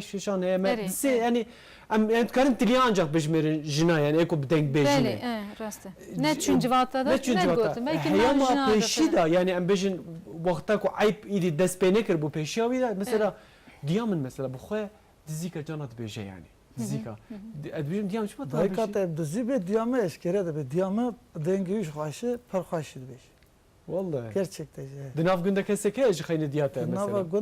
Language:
Kurdish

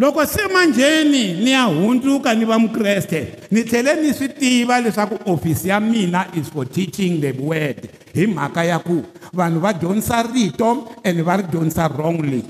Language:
Tsonga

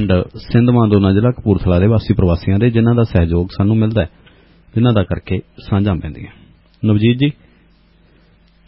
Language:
Punjabi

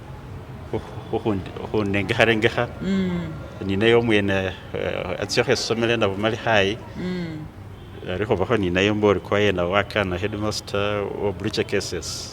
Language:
Masaaba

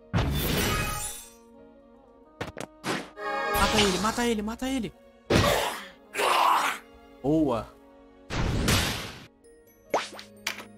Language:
Portuguese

